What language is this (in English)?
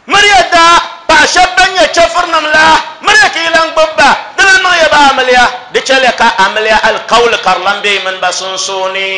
Dagbani